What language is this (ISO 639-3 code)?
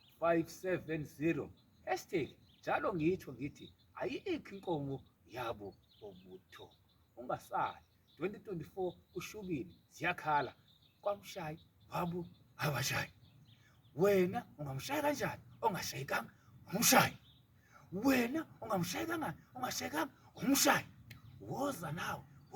zul